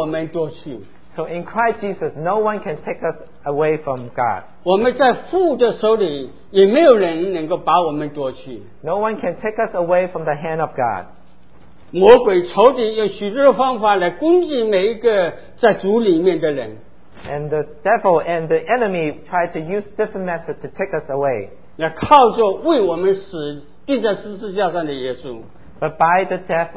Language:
Chinese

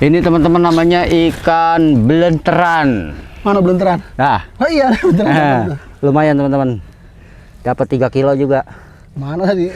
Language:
Betawi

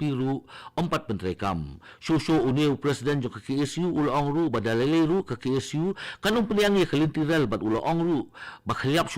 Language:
Khasi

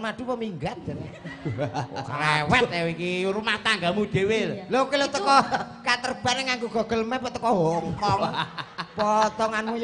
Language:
Javanese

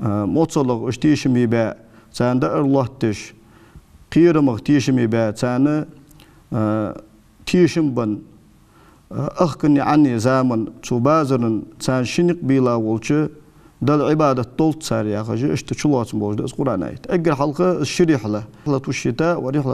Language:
Ingush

